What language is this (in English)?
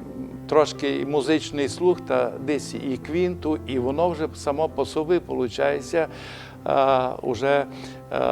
Rusyn